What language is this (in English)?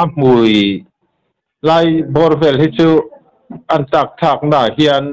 Mizo